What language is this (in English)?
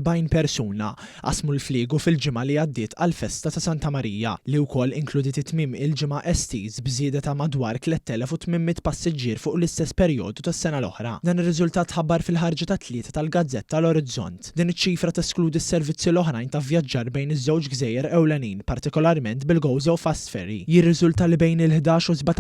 Maltese